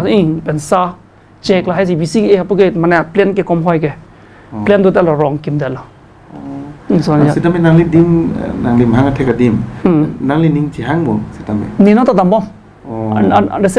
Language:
Karbi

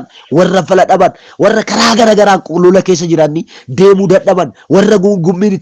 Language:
Oromo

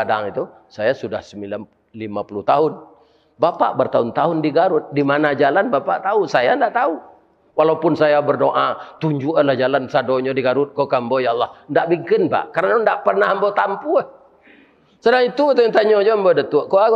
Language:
Minangkabau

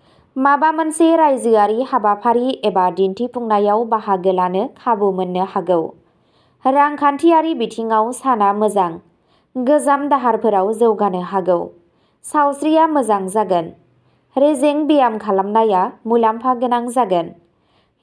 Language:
Bodo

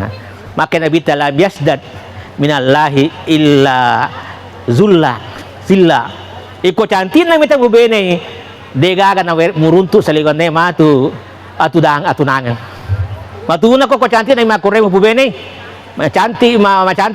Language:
Buginese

